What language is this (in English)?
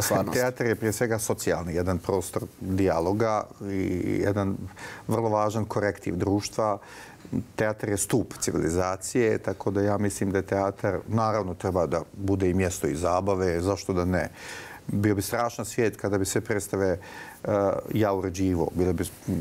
Bosnian